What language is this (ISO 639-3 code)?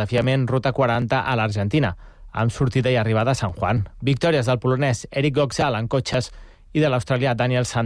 cat